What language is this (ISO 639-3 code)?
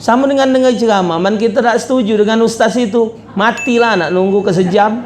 mui